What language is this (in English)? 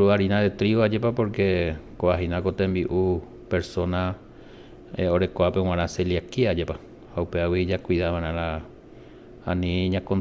Guarani